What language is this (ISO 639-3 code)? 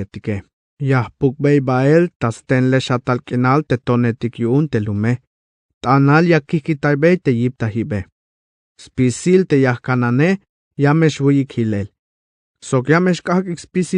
tzh